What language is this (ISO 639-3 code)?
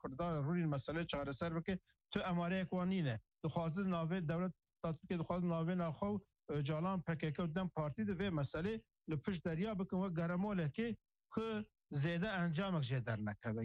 kur